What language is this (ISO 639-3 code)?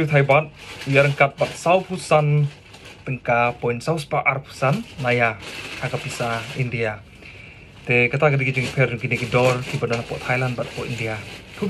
kha